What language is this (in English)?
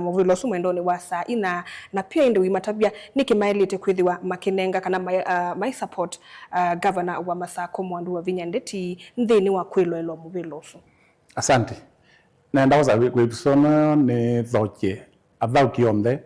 Kamba